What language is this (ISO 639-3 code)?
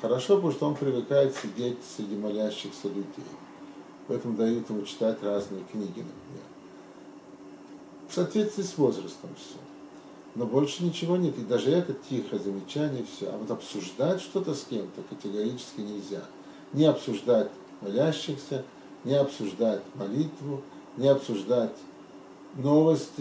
rus